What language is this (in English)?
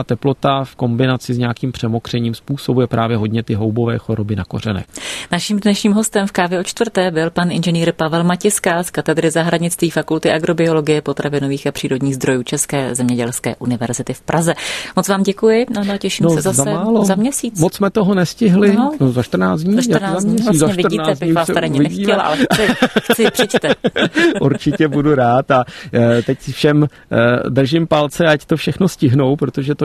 Czech